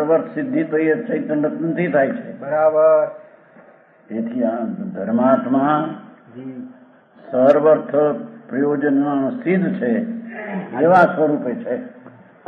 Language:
Gujarati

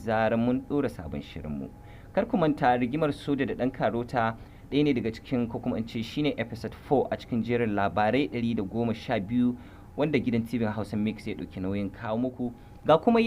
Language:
Hausa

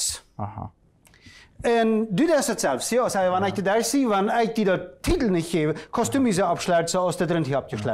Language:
German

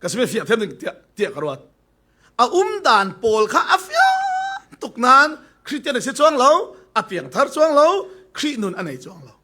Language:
Falam Chin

